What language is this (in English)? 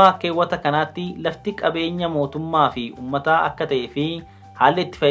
Oromo